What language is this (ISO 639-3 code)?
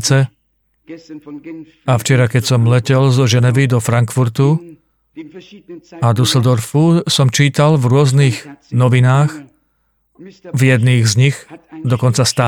slk